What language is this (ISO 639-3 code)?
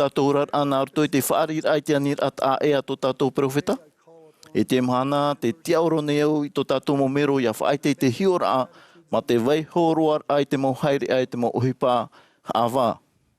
tah